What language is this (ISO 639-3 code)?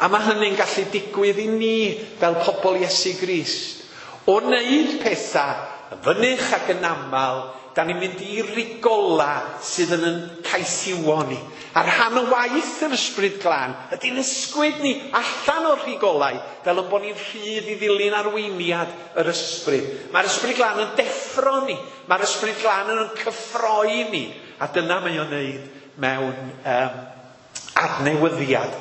cym